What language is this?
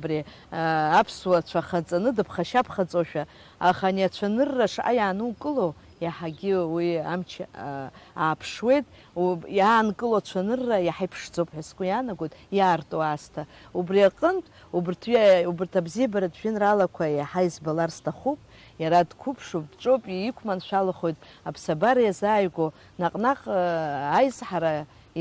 Abkhazian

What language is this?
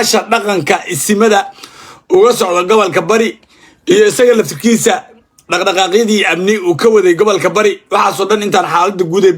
Somali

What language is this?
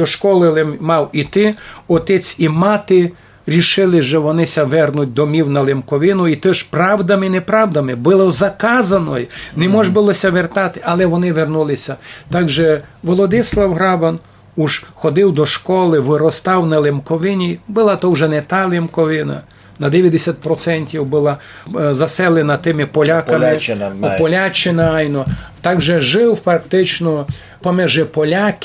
Rusyn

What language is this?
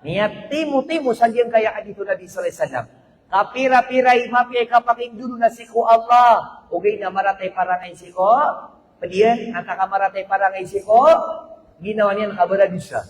Maranao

